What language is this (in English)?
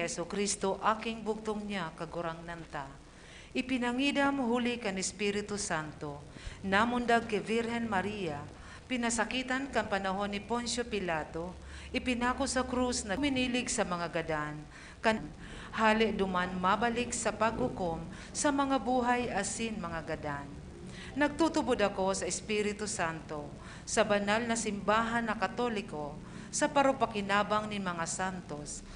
Bikol